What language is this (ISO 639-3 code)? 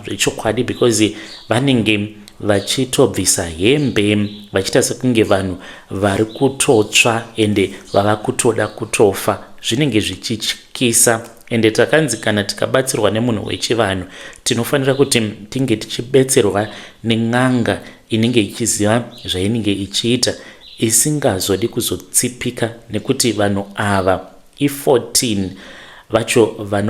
sna